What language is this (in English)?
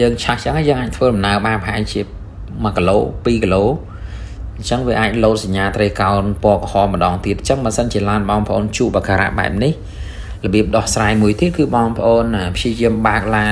Khmer